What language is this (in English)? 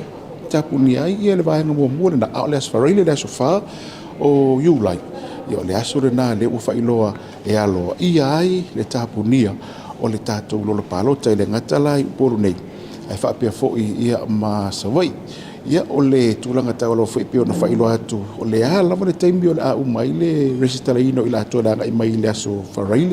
Samoan